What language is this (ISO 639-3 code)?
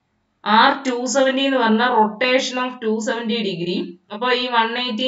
mal